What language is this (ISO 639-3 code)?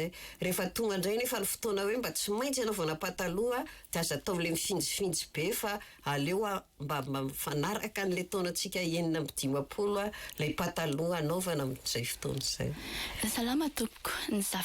mlg